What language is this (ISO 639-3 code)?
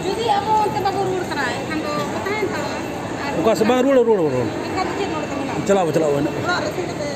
sat